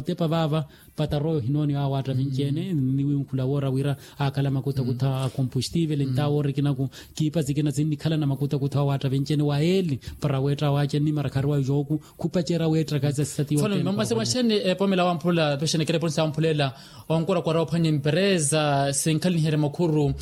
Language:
Makhuwa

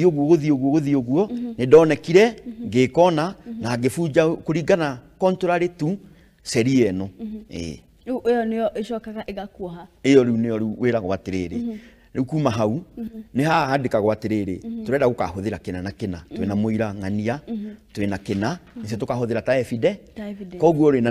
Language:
Kikuyu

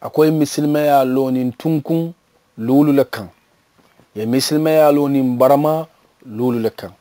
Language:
Mandingo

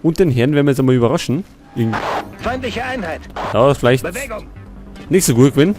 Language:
Bavarian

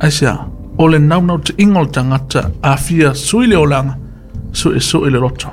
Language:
Samoan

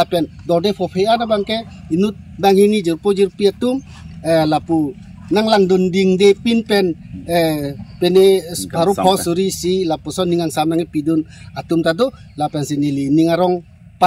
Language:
Karbi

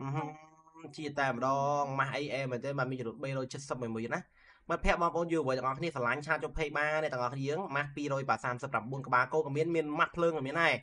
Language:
Khmer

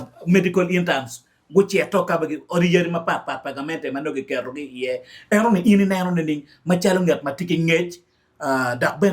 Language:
Acoli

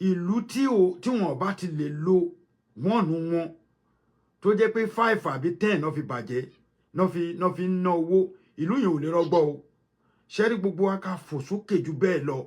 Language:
Yoruba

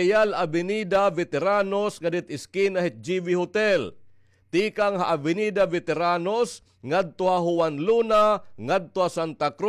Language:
Waray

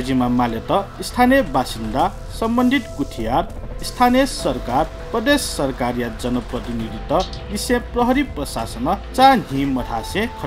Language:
Newari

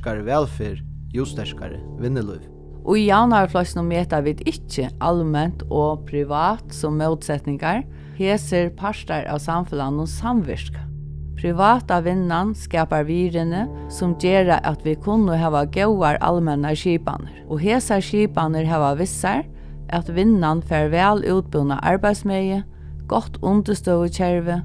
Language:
Faroese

